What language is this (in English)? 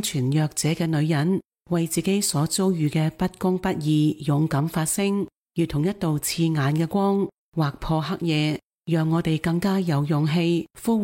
Cantonese